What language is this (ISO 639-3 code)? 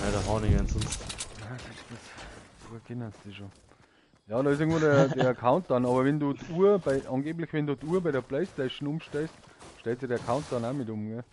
bar